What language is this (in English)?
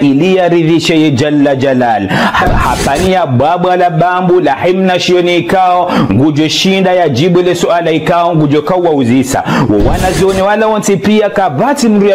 Ngazidja Comorian